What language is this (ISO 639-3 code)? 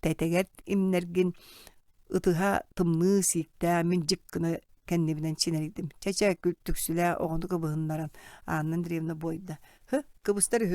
sah